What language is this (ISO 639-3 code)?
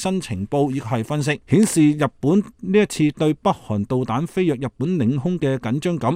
yue